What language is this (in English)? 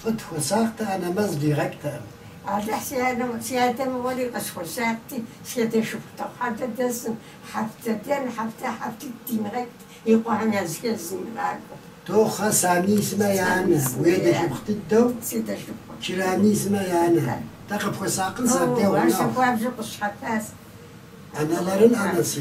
Kabardian